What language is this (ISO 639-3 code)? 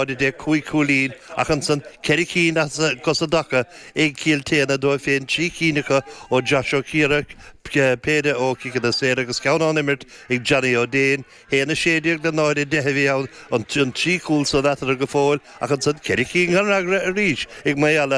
gle